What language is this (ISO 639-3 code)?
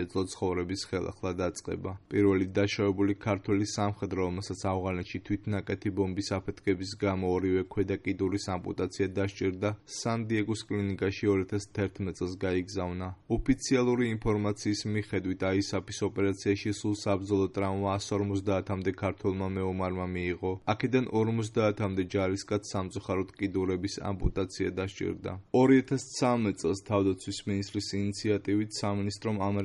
kat